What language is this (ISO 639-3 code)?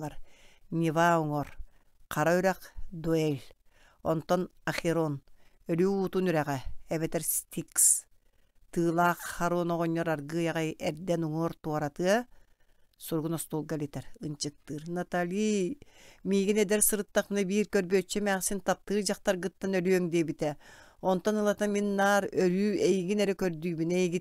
sah